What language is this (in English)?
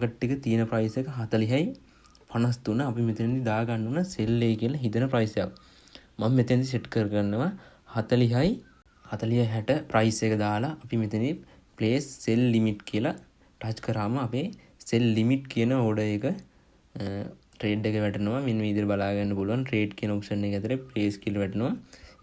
Sinhala